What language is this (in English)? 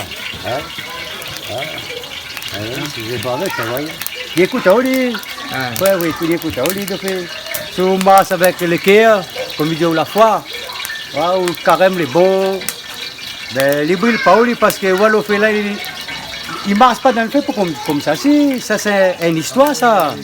Réunion Creole French